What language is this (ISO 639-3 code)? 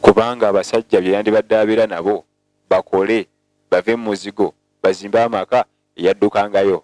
lug